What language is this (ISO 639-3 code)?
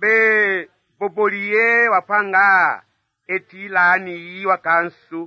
bci